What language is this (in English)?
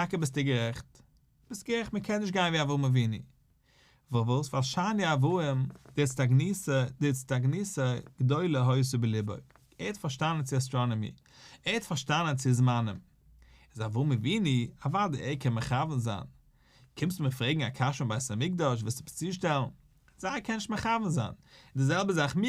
Yiddish